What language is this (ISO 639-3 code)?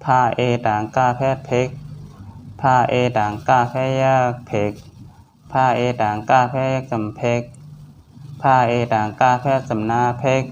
shn